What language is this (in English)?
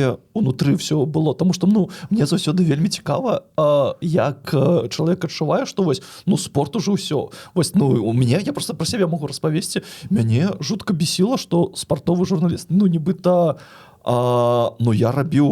Belarusian